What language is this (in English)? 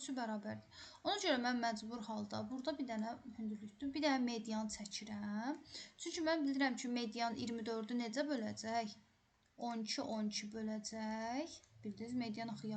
Azerbaijani